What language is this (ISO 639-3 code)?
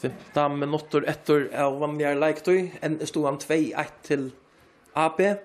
fao